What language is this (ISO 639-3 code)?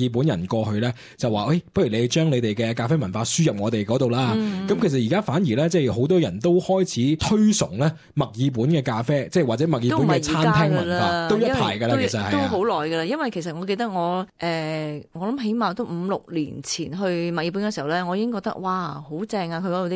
yue